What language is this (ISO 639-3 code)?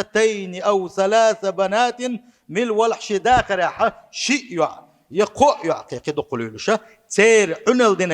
che